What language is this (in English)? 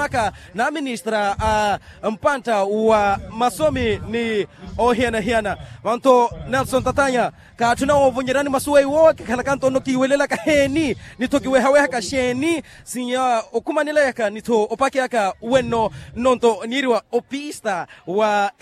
Makhuwa